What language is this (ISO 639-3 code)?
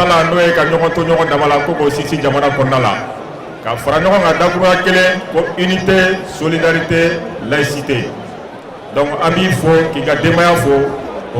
bam